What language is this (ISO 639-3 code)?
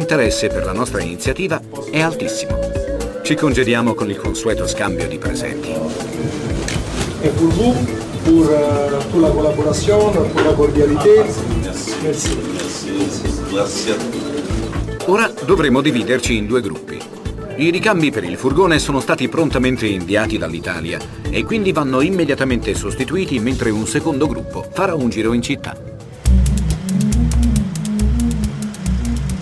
ita